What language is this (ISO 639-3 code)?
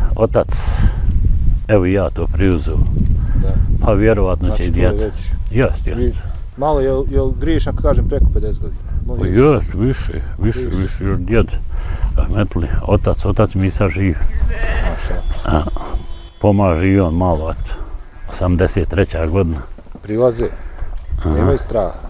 bos